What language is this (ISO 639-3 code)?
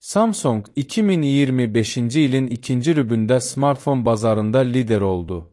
aze